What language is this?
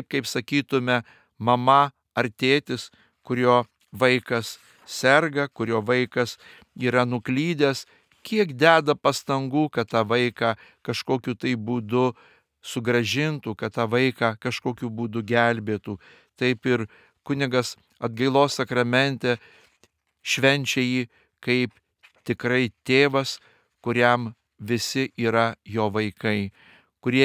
Lithuanian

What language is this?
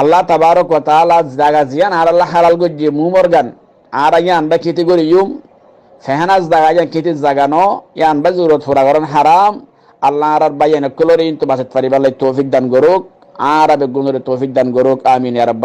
Rohingya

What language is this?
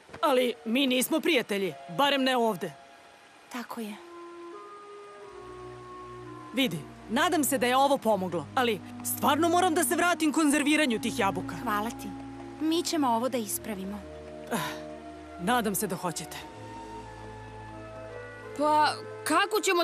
Serbian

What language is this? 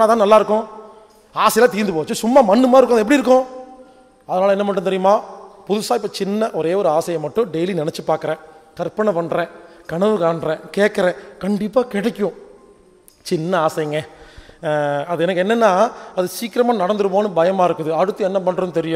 Tamil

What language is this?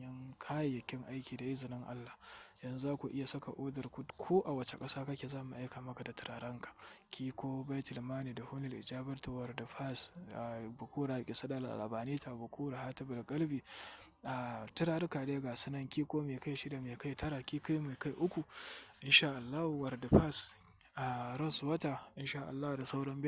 Hausa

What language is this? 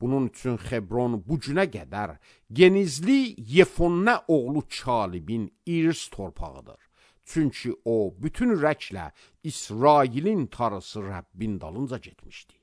Azerbaijani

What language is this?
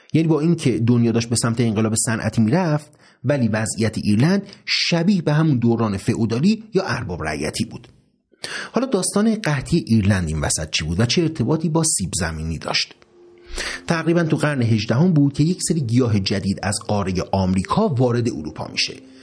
Persian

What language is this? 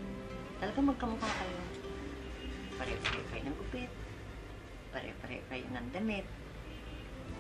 Filipino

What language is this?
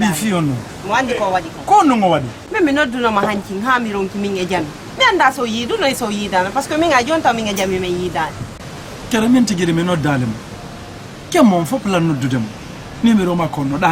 Pular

